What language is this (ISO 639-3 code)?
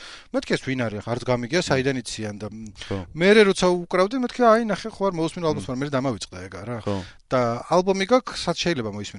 kat